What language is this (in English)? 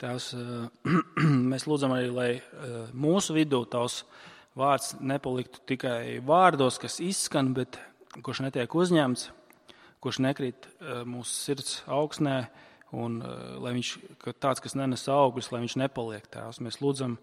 Latvian